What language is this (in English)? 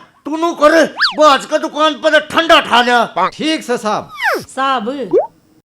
Haryanvi